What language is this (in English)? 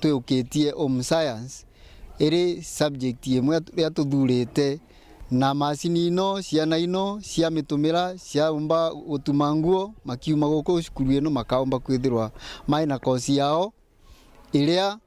Meru